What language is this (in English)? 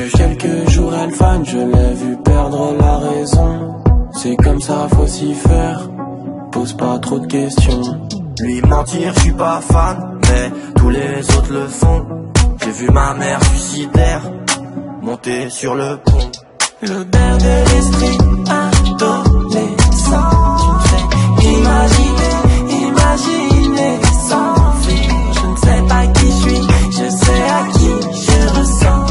French